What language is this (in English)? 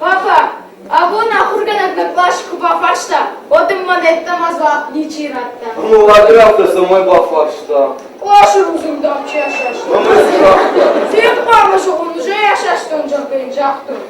Ossetic